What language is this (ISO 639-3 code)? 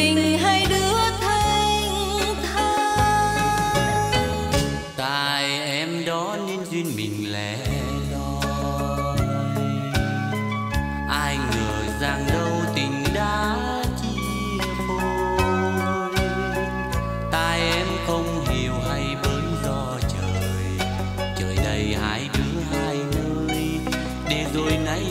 vie